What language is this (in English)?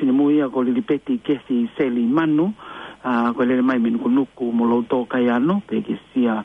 Tongan